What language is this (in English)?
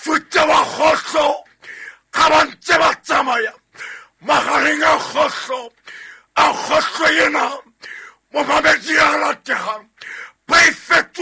Southern Sotho